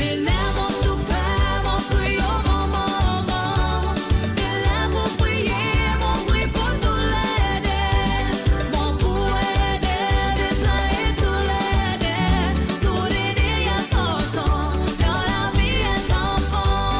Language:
Morisyen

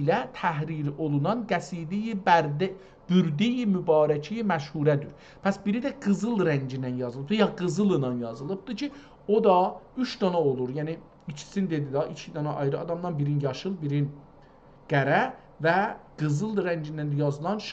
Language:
South Azerbaijani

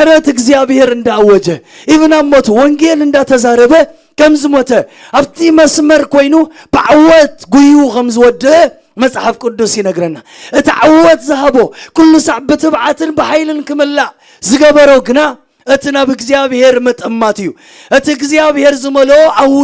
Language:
Tigrinya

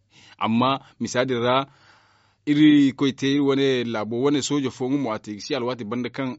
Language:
Zarma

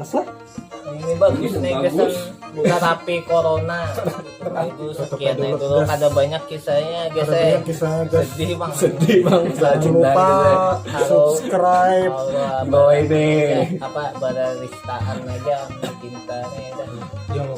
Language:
Banjar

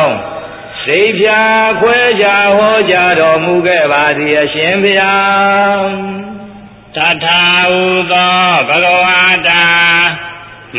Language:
Burmese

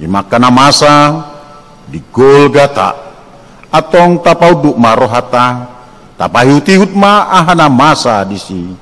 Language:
Batak Toba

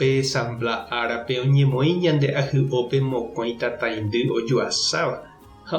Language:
Guarani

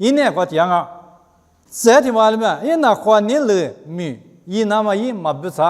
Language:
Lisu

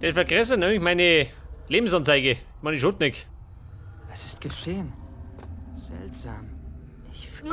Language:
Bavarian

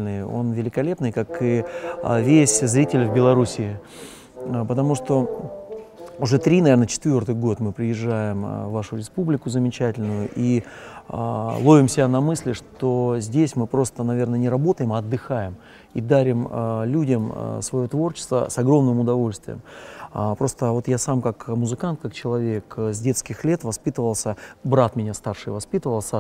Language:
Russian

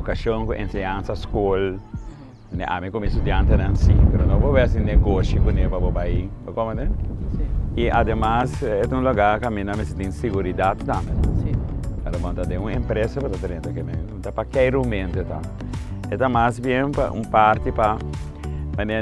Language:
Papiamento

